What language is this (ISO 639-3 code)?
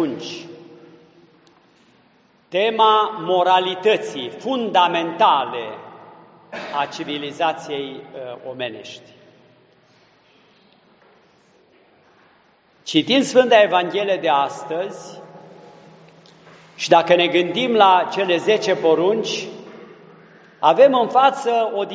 ron